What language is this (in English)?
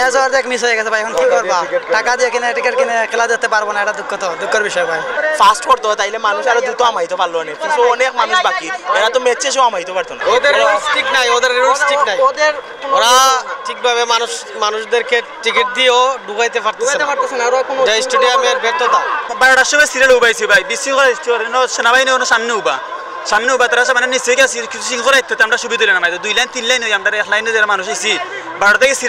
Sylheti